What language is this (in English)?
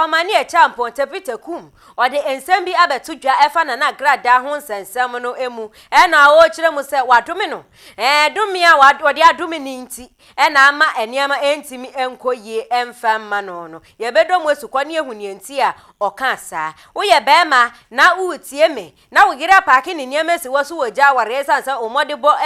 Akan